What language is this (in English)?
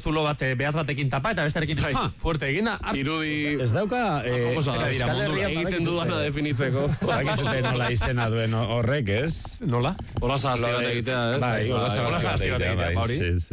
Basque